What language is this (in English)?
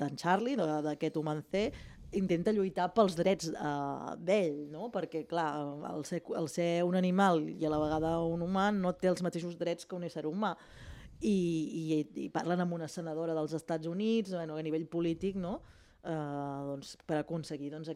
Catalan